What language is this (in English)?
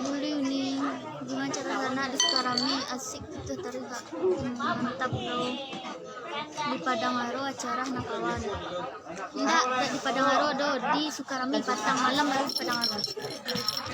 Minangkabau